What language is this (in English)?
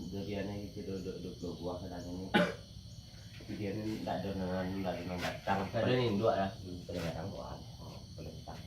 Minangkabau